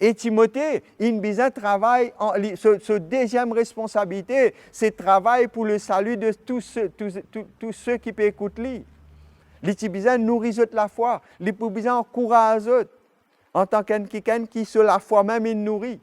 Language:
Morisyen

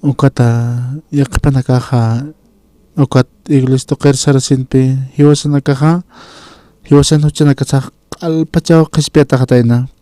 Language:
Aymara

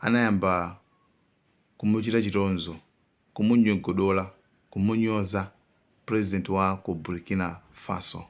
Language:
Nyanja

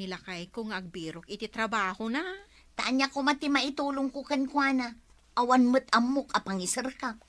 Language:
Iloko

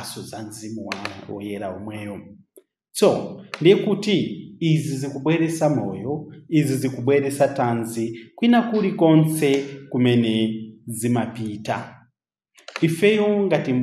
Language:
Nyanja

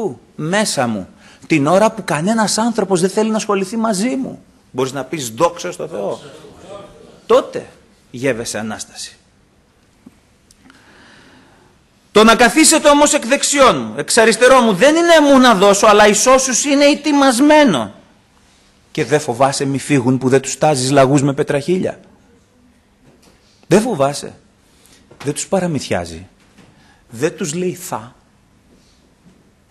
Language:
Greek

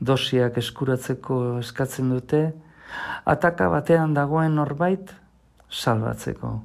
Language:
Basque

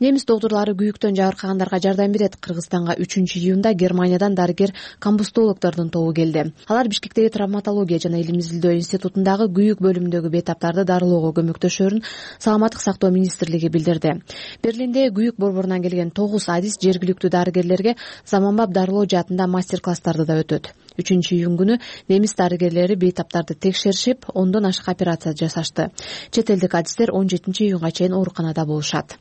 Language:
Kyrgyz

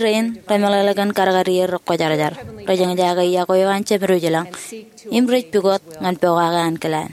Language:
Marshallese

